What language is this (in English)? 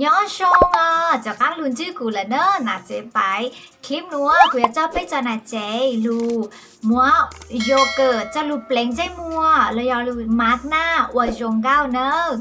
Hmong